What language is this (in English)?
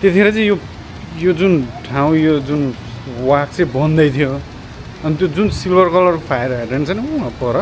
Nepali